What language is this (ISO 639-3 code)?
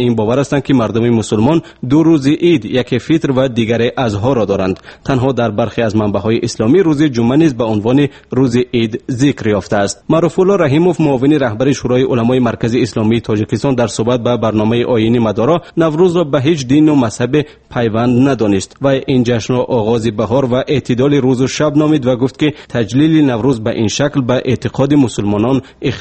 tgk